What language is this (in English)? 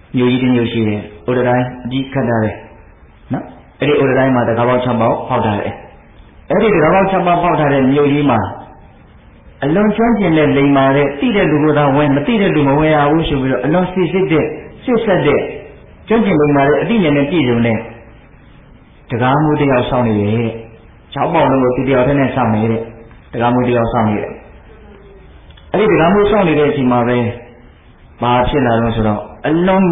Burmese